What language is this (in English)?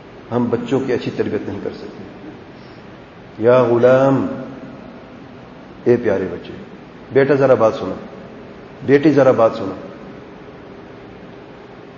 Urdu